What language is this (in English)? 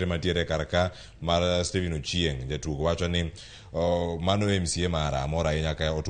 Luo (Kenya and Tanzania)